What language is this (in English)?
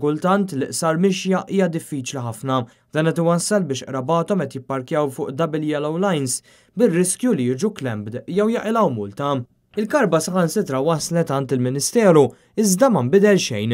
Maltese